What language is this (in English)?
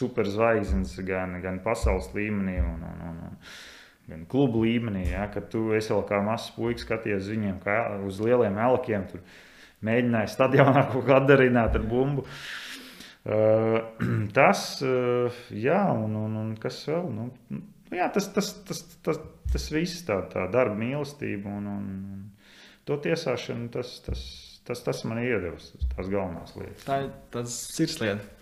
Latvian